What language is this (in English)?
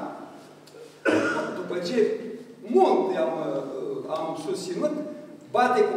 Romanian